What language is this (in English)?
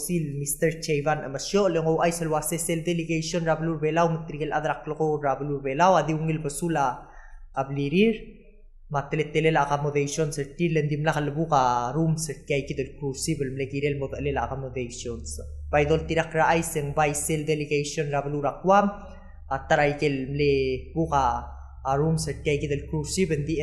Palauan